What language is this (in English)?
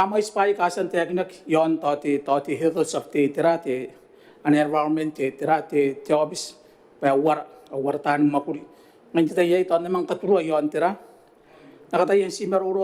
Gilbertese